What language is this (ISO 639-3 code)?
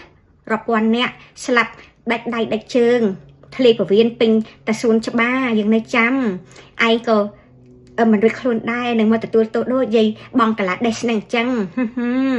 khm